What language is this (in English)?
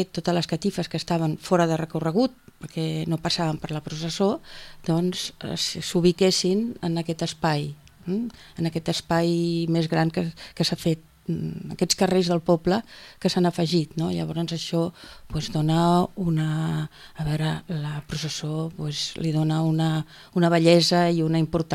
Catalan